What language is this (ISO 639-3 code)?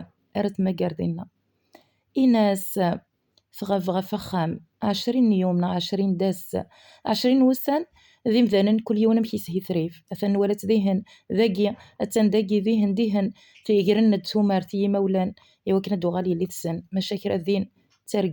kab